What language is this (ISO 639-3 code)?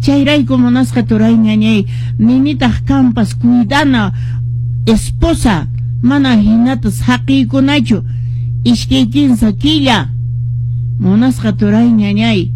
que